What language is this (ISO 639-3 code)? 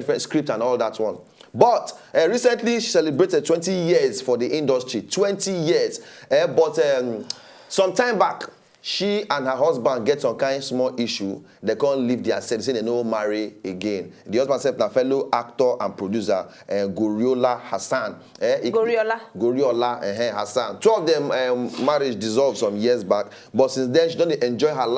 pcm